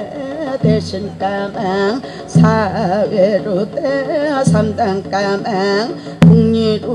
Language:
Korean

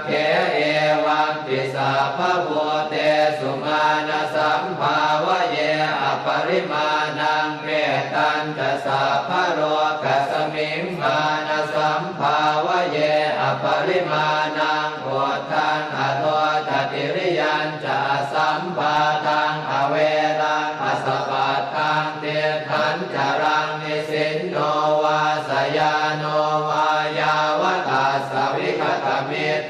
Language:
Pali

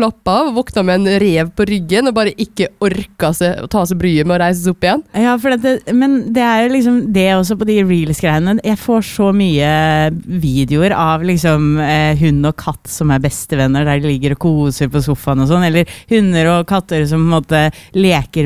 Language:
Norwegian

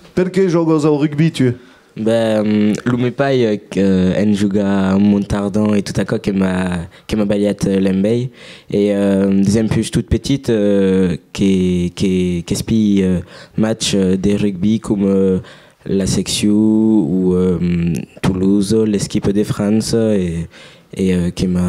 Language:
Occitan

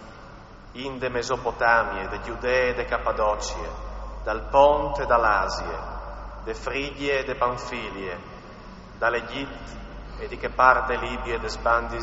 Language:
Friulian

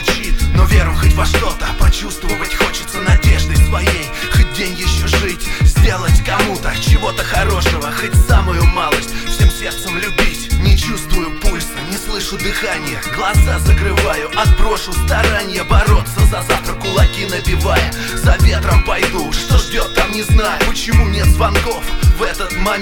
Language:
Russian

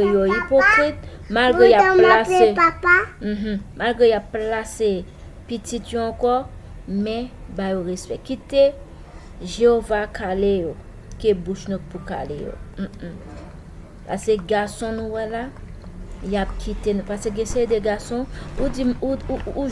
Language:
Haitian Creole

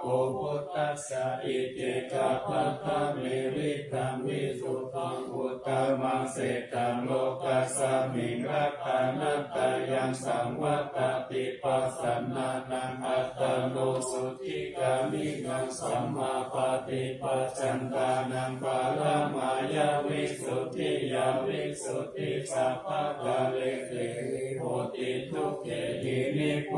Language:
Pali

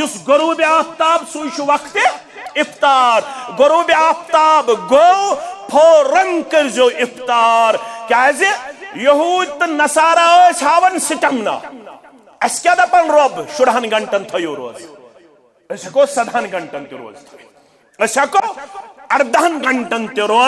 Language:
Kashmiri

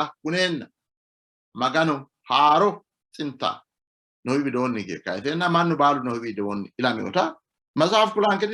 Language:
Sidamo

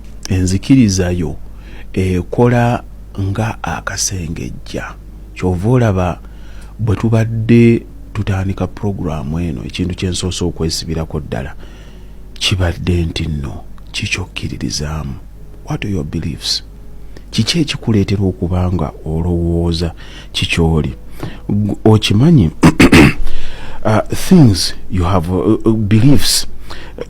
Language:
Ganda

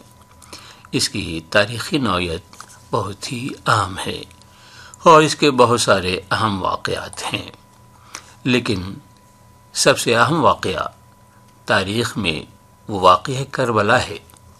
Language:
Urdu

